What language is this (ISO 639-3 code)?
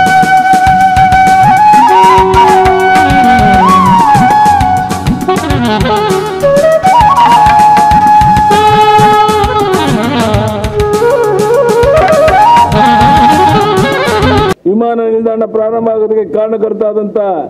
kan